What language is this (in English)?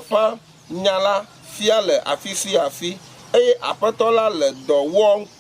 Ewe